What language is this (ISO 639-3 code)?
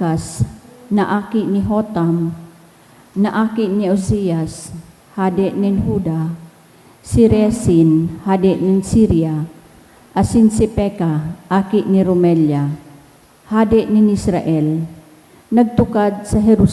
bik